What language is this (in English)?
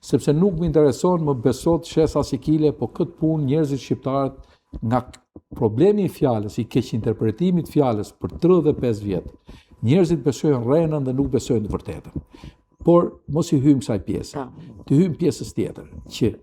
Albanian